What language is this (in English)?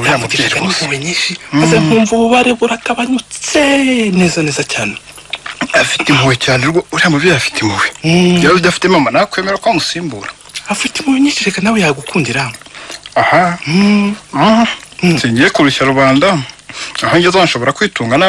Kinyarwanda